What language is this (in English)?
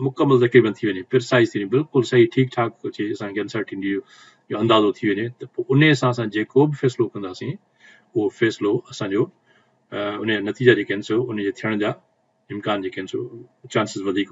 Sindhi